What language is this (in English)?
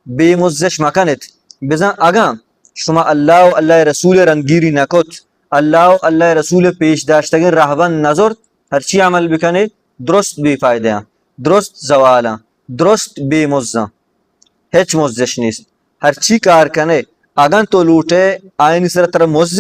Baluchi